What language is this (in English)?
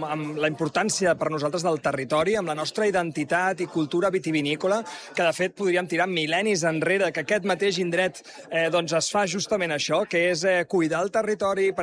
Catalan